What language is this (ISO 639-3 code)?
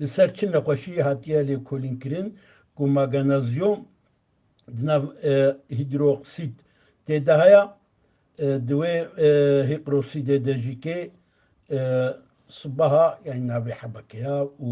kur